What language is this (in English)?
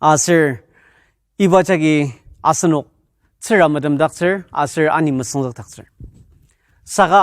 Ao Naga